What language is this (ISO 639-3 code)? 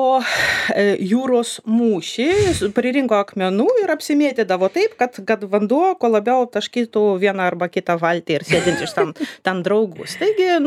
lit